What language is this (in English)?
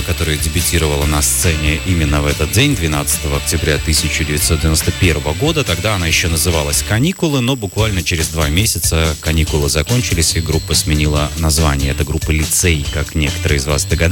Russian